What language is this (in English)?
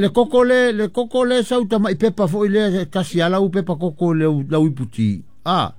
Samoan